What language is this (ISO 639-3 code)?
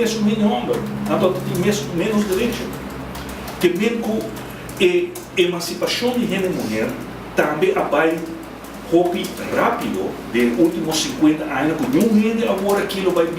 pap